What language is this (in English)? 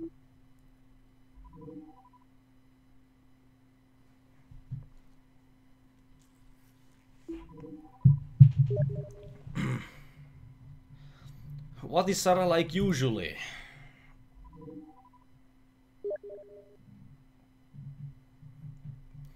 Finnish